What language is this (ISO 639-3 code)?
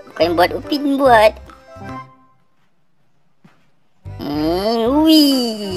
msa